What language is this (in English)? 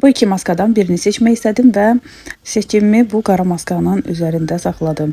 Azerbaijani